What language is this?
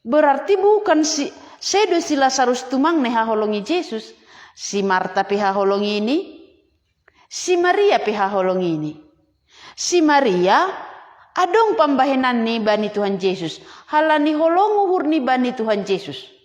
Batak Simalungun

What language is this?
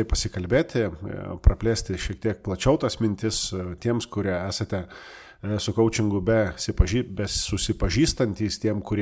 Lithuanian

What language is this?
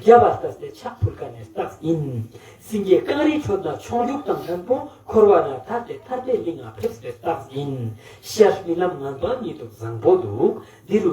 Ladakhi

